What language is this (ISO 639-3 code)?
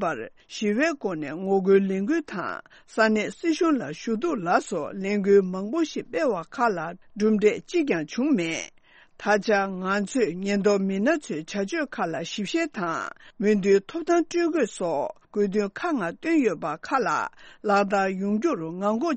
bod